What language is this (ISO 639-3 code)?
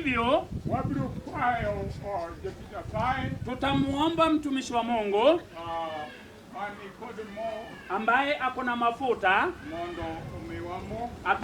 luo